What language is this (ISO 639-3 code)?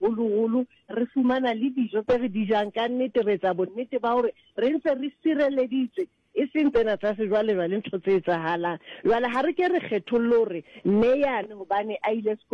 sot